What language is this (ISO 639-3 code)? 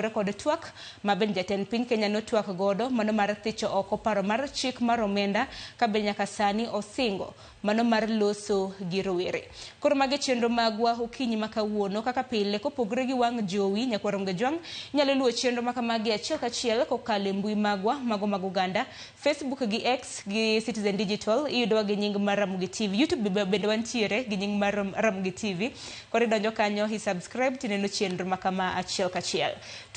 luo